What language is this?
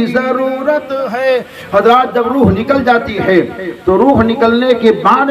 Urdu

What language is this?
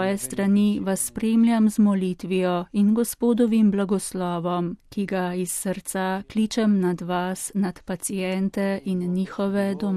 Slovenian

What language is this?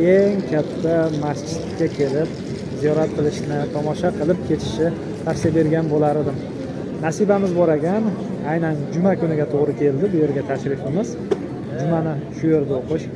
Uzbek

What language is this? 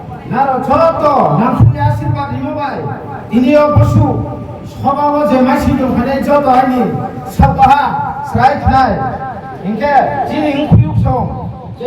Riang (India)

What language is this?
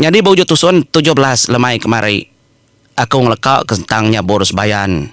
Iban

